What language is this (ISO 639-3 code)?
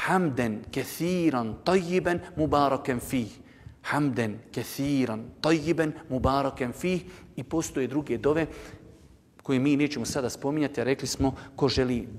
bos